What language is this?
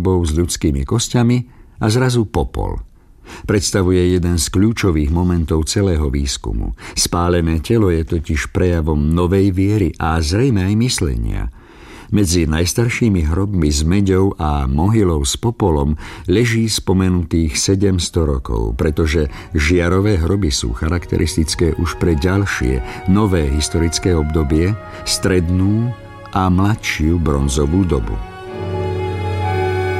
Slovak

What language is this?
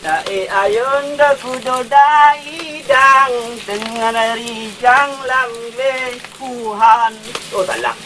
Achinese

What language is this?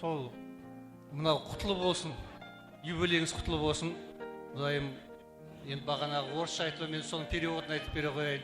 Kara-Kalpak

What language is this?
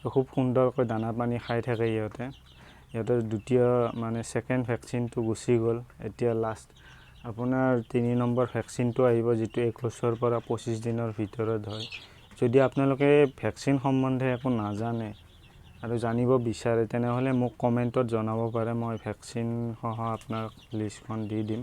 Assamese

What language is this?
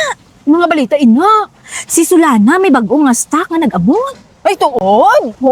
Hiligaynon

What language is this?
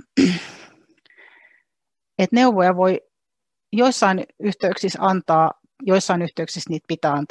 Finnish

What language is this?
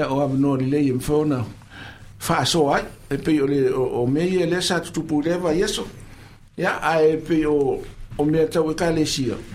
Samoan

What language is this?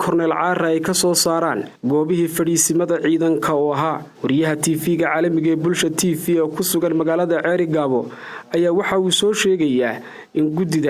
Somali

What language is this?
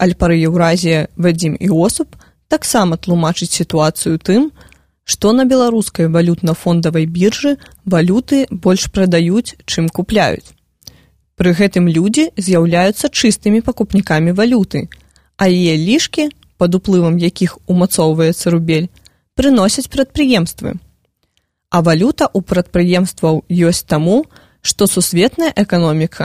Belarusian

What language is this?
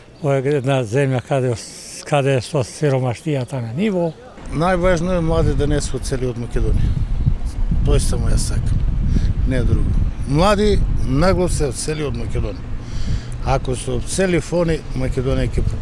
Macedonian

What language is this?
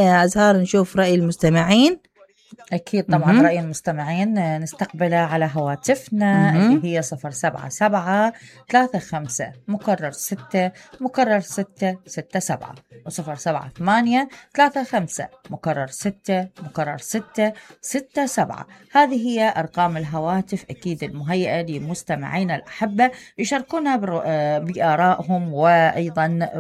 Mesopotamian Arabic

